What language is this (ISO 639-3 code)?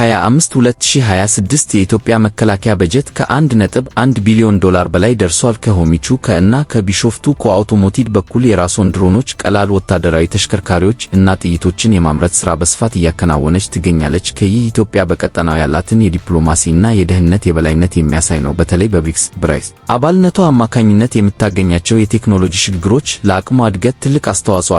amh